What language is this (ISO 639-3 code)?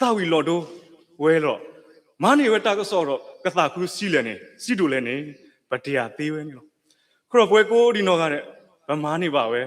ksw